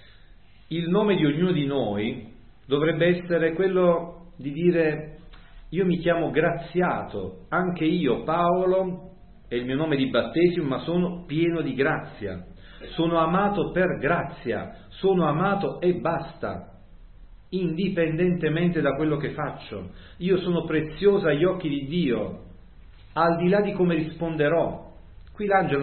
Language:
Italian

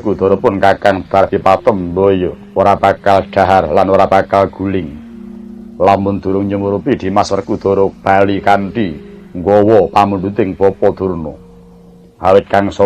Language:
Javanese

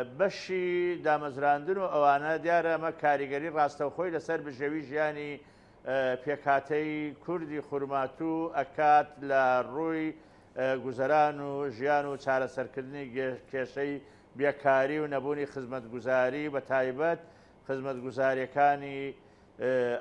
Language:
Central Kurdish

